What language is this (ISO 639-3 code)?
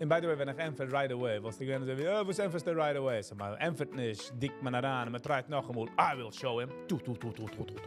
yid